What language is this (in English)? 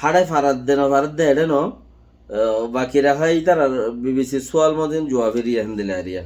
Rohingya